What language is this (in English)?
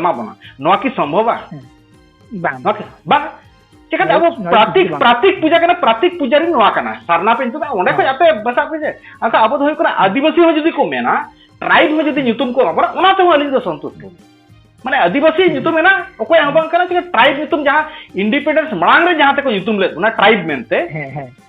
Santali